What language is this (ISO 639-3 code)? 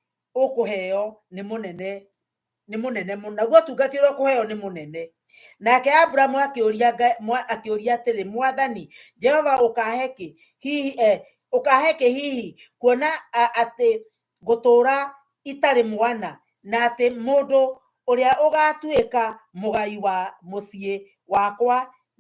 kik